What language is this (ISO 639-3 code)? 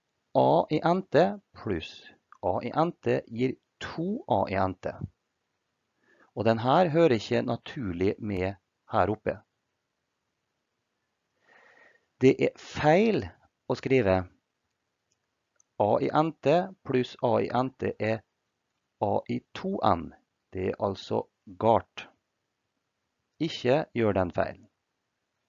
nor